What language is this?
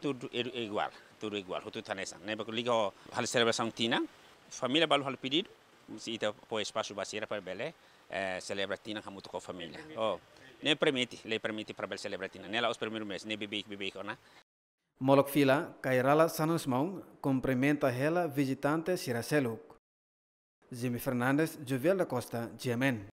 Tetum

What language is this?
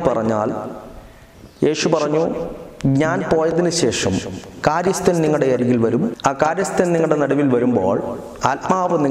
Malayalam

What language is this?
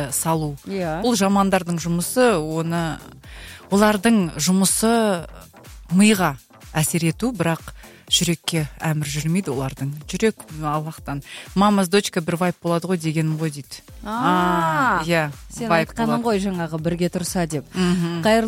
Kazakh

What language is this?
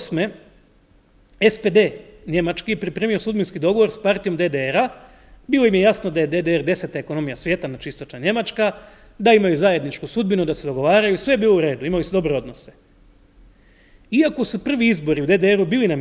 Croatian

